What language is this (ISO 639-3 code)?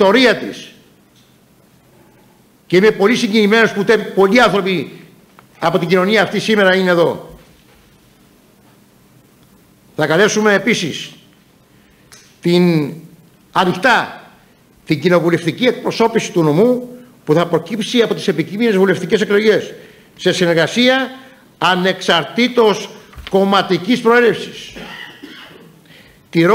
ell